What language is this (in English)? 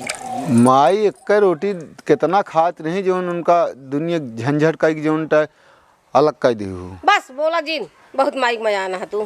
Awadhi